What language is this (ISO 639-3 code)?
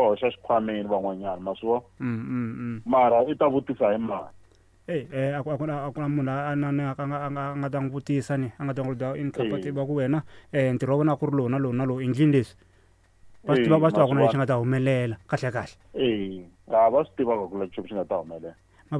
tso